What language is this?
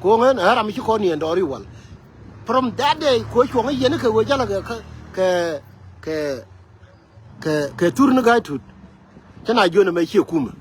Nuer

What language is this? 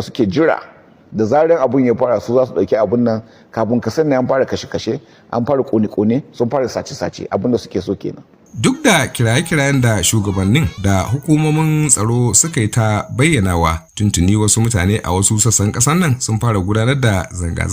Hausa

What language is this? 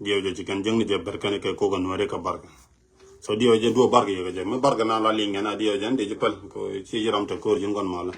Nuer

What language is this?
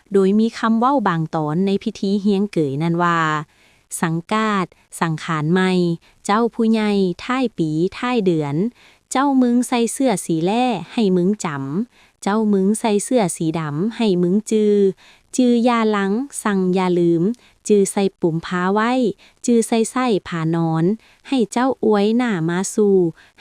Lao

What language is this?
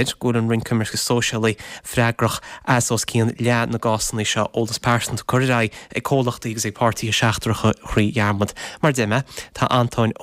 Irish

